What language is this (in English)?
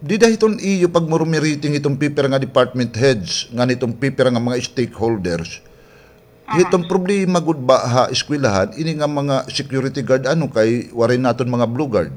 Waray